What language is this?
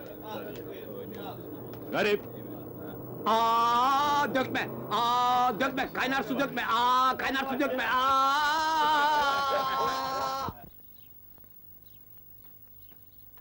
Turkish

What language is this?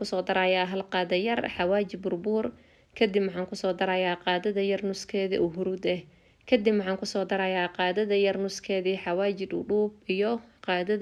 Somali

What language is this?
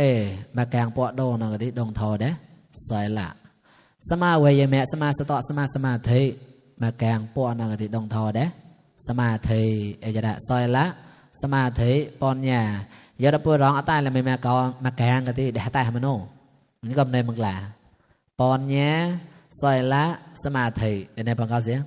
Mon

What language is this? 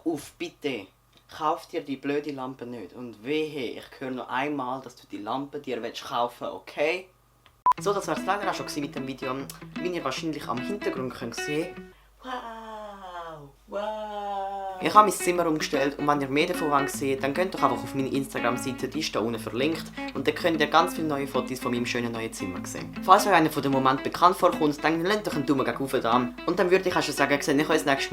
Swiss German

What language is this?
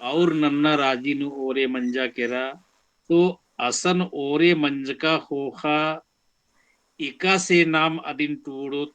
Kurukh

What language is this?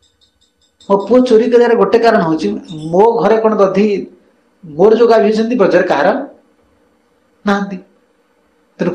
Odia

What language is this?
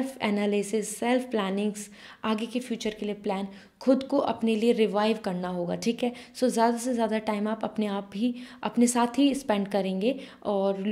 Hindi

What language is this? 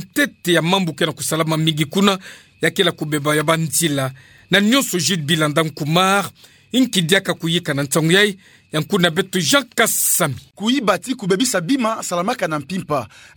Kituba (Democratic Republic of Congo)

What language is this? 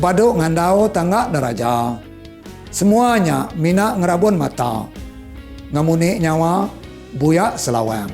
Iban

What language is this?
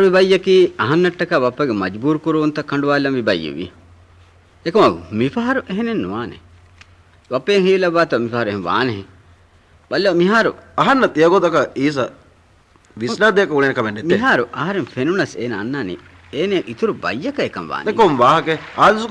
Divehi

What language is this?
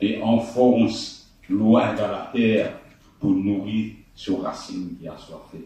Morisyen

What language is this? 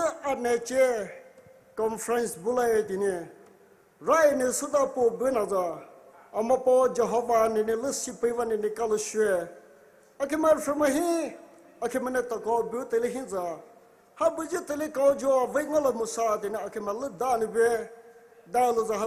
Poumei Naga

